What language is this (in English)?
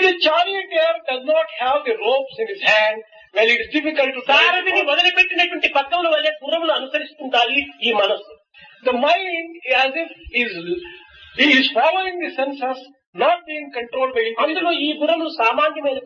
Telugu